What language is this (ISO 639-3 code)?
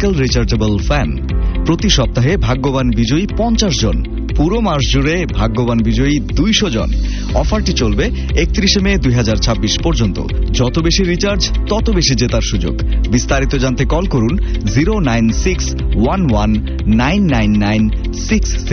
ben